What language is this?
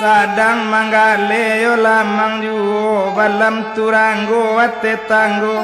Minangkabau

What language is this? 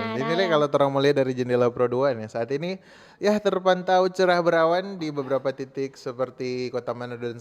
Manado Malay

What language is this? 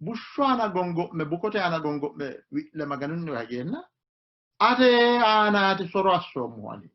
Sidamo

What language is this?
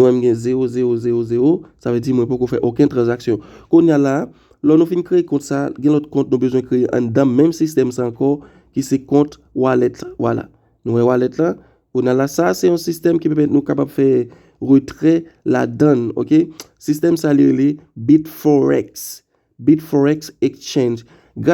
Haitian Creole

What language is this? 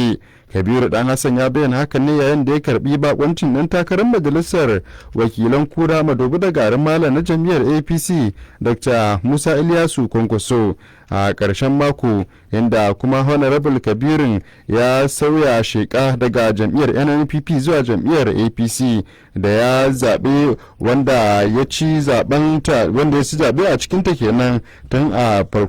Hausa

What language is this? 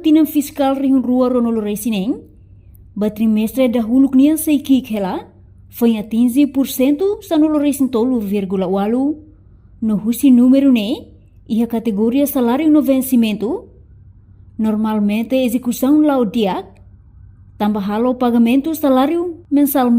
Tetum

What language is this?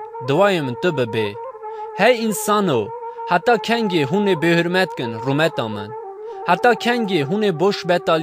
Kurdish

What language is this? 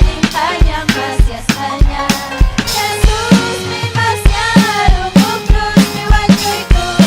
Ayacucho Quechua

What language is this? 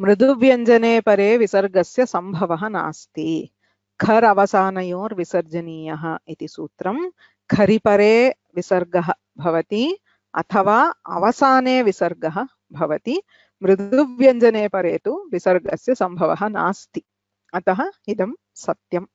Sanskrit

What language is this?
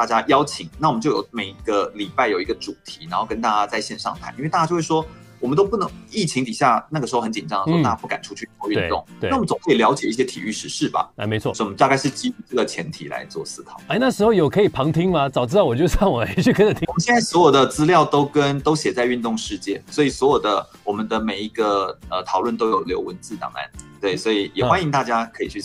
Chinese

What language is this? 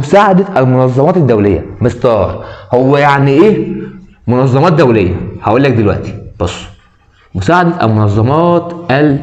Egyptian Arabic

